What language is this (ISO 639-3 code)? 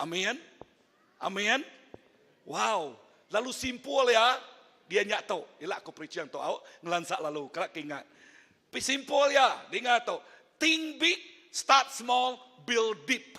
iba